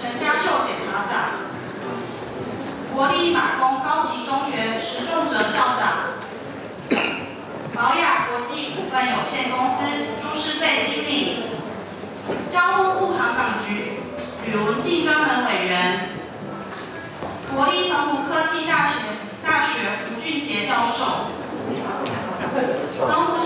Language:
Chinese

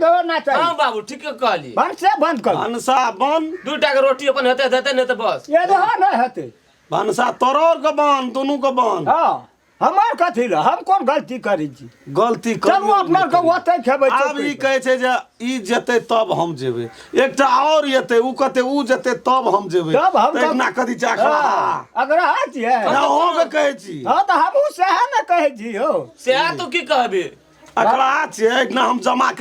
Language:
Maithili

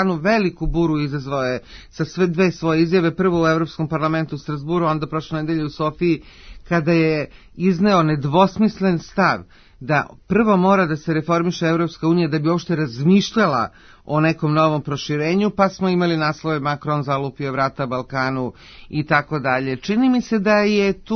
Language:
Serbian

